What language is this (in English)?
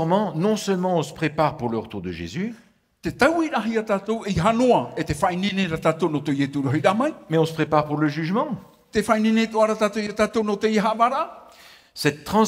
Tahitian